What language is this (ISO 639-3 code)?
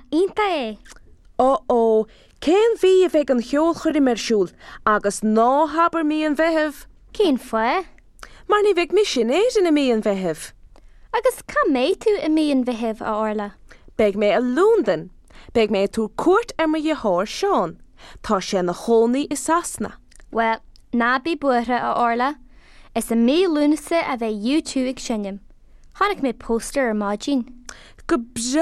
gle